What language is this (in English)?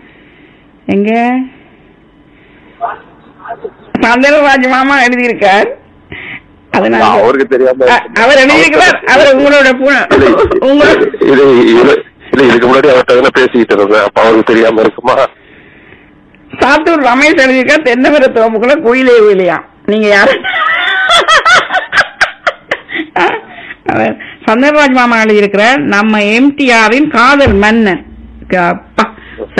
Tamil